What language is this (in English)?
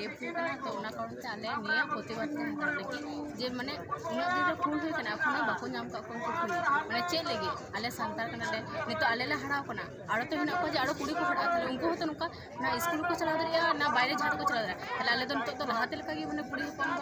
Santali